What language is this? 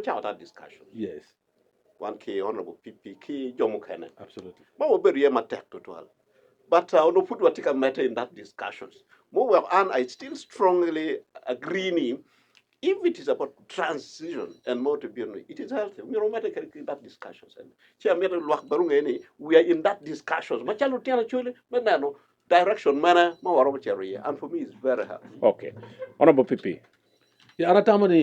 Acoli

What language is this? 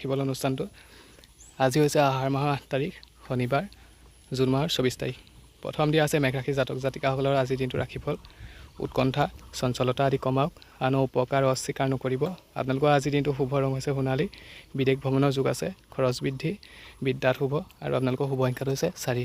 Assamese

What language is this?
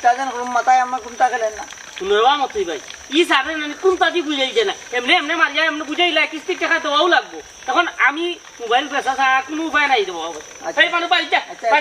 Sylheti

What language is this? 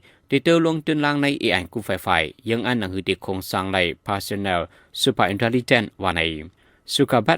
Shan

